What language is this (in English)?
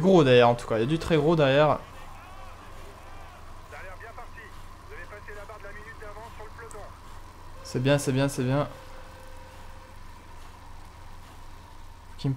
French